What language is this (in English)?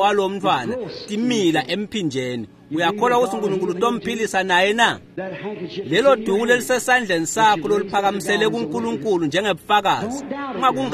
Swati